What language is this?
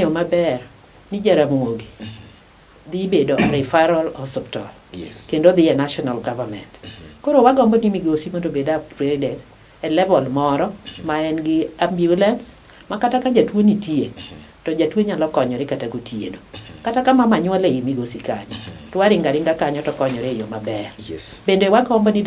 Luo (Kenya and Tanzania)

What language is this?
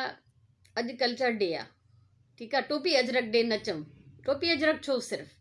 Sindhi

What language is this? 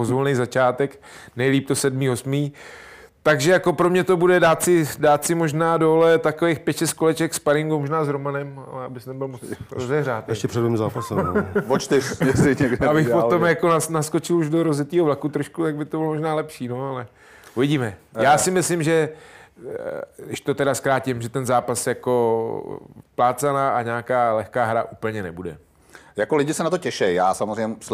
Czech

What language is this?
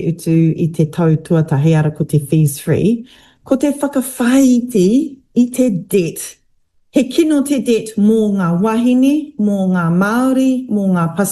Māori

